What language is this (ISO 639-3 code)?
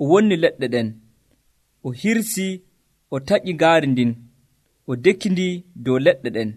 fuv